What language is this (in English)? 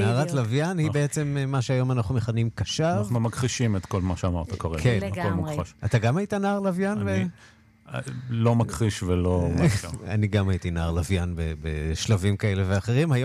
Hebrew